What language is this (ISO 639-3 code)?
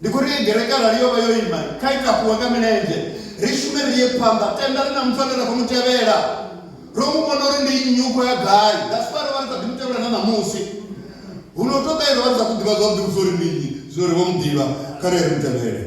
ven